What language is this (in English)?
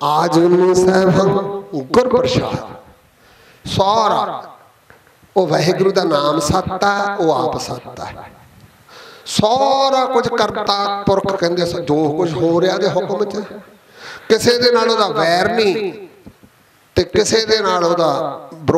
Punjabi